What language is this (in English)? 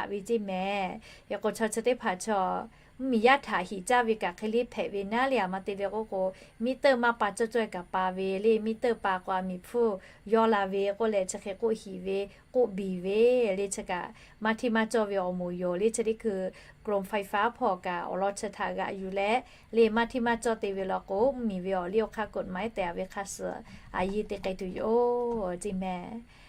Lahu